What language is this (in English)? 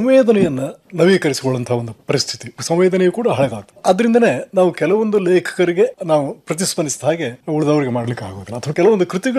Kannada